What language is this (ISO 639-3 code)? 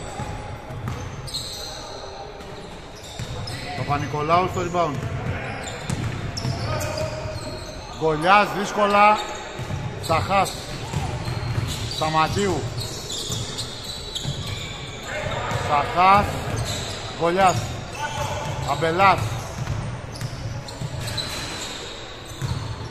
ell